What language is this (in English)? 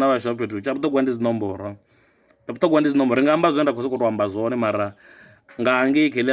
Venda